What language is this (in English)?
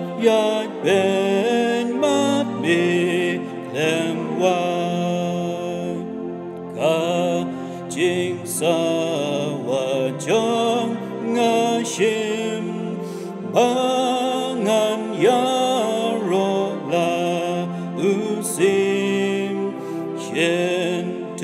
Khasi